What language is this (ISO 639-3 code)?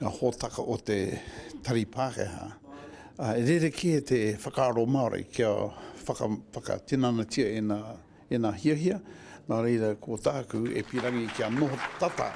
mri